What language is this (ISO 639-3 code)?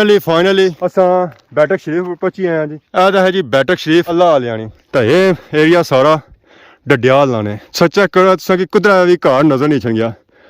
phr